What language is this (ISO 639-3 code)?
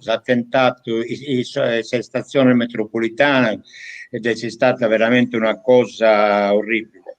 srd